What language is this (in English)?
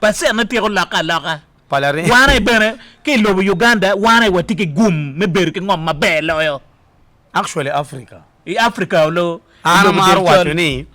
Acoli